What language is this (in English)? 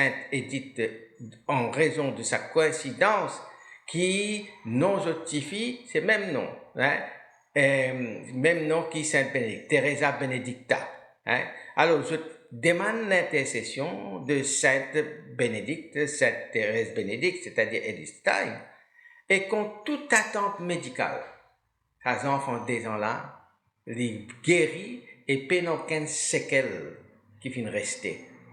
Morisyen